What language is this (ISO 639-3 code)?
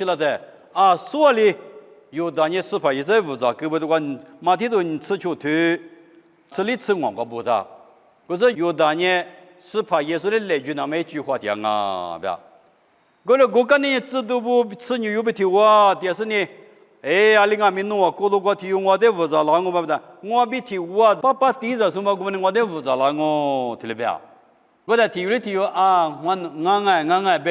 lis